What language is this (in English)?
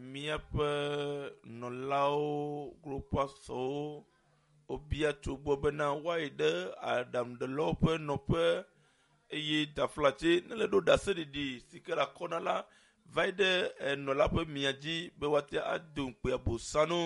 Ewe